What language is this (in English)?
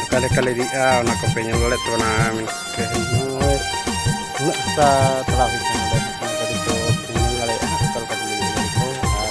Santali